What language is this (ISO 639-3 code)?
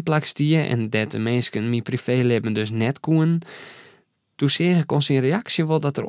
fry